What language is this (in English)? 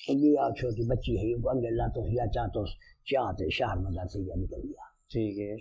Saraiki